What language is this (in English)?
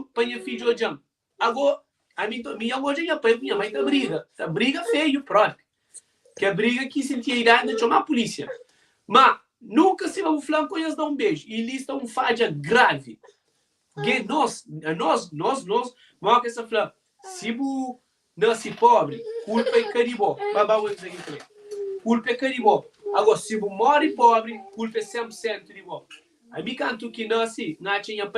Kabuverdianu